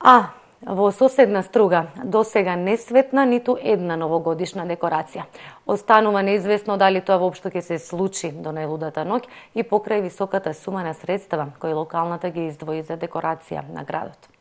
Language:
Macedonian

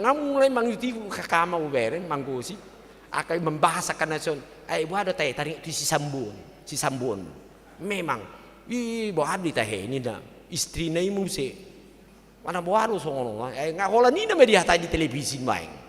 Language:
Batak Toba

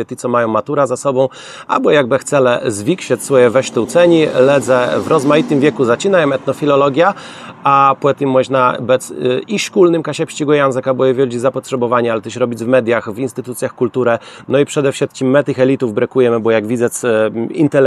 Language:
Kashubian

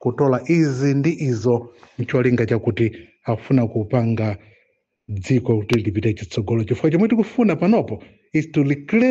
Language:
Nyanja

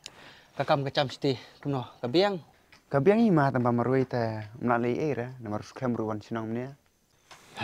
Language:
Khasi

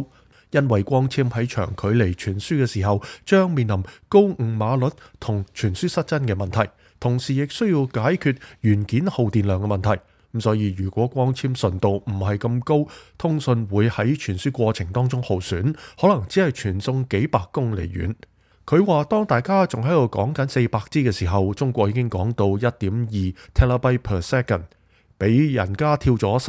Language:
Cantonese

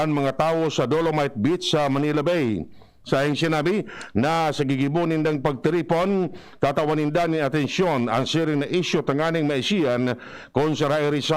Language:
Bikol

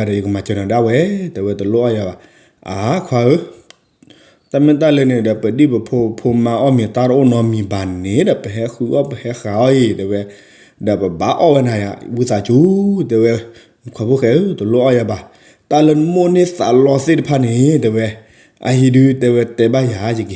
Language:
S'gaw Karen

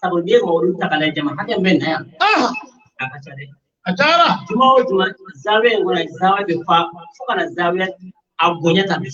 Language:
Bambara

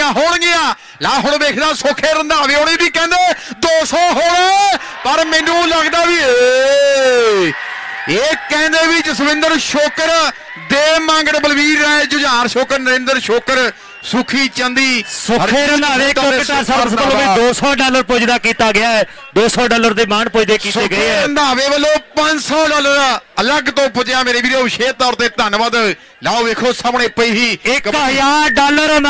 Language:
Punjabi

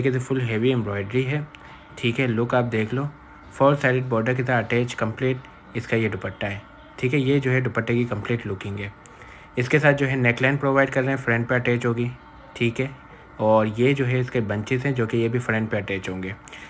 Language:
Hindi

